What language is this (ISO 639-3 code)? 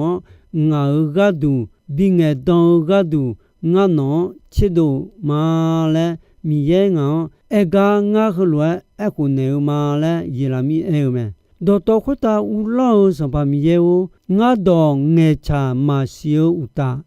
ahk